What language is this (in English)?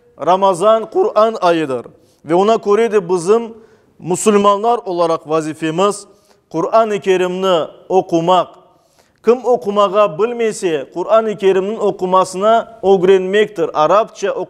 Crimean Tatar